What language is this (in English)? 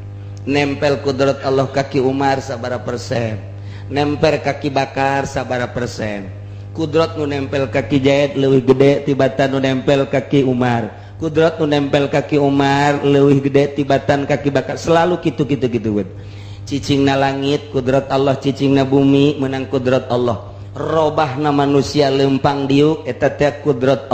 Sundanese